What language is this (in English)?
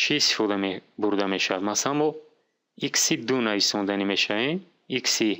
Tajik